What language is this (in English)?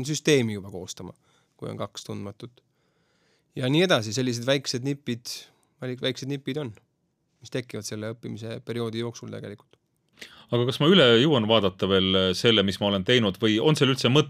Estonian